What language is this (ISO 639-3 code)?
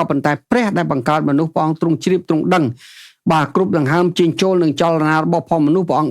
khm